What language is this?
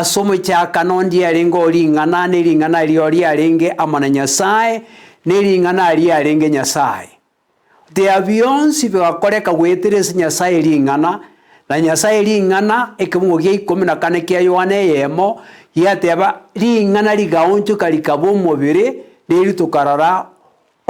Gusii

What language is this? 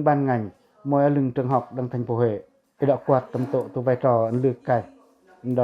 Pacoh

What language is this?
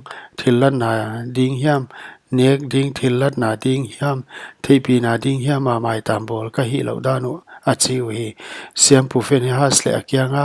Paite Chin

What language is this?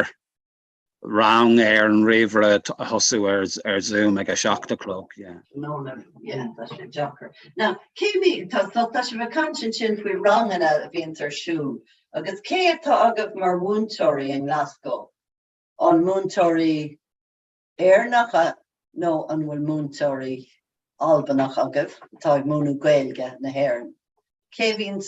Irish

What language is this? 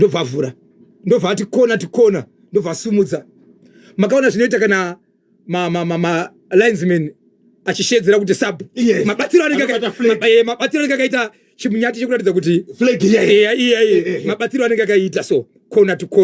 Shona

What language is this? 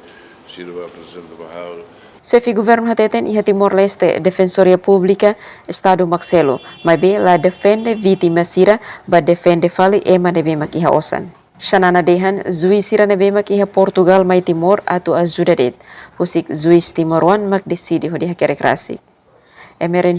Tetum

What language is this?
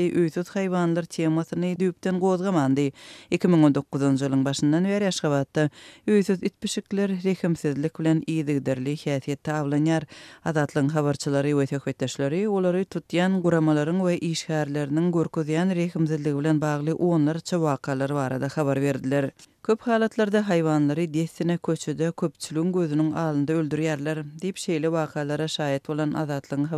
Turkmen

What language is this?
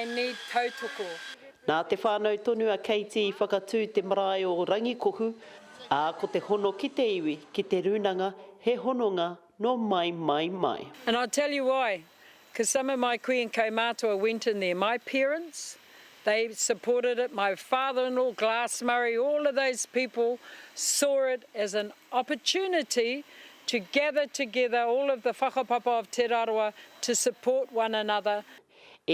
Māori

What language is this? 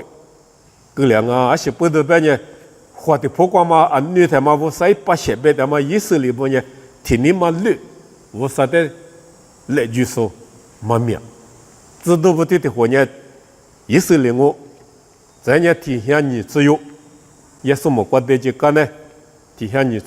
Lisu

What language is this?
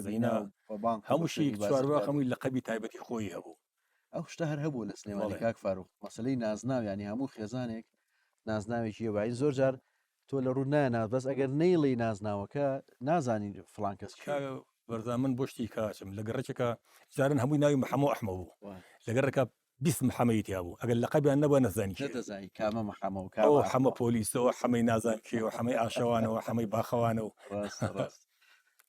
Central Kurdish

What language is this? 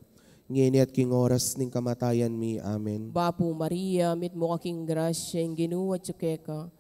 Pampanga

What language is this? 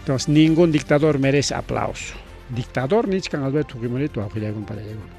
Ayacucho Quechua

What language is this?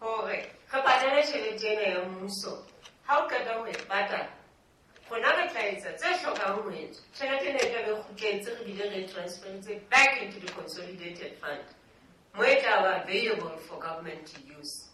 Southern Sotho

